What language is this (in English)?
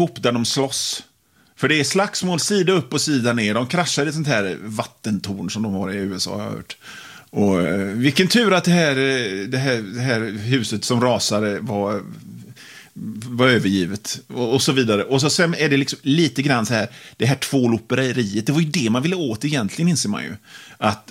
Swedish